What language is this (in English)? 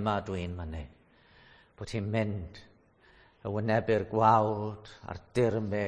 Welsh